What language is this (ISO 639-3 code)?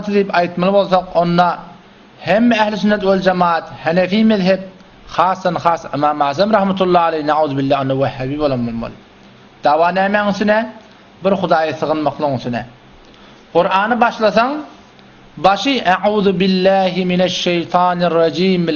tuk